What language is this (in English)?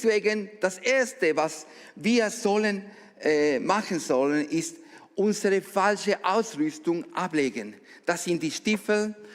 Swiss German